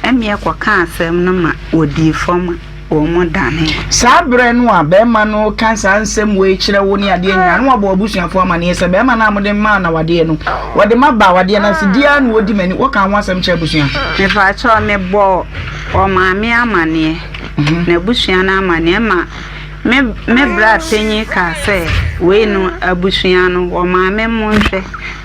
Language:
Akan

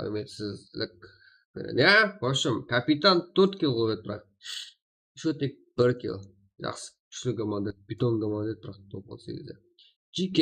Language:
Kara-Kalpak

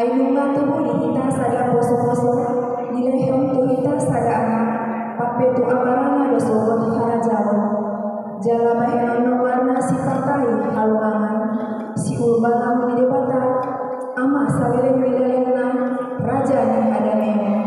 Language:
Batak Toba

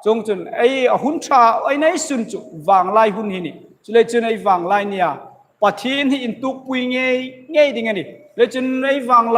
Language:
Hmar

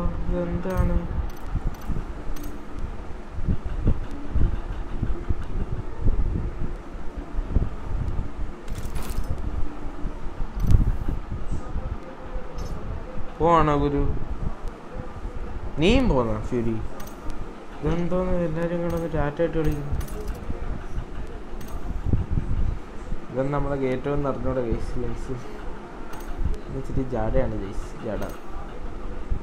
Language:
Malayalam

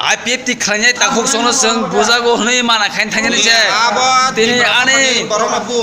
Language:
Kok Borok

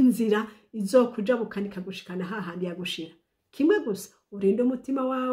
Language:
Rundi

